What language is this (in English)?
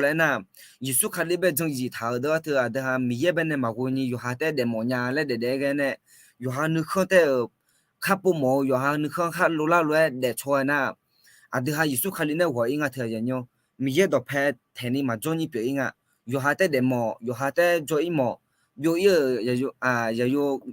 Akha